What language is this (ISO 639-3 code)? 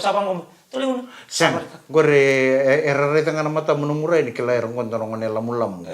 fij